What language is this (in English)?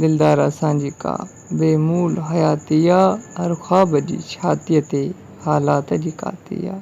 Sindhi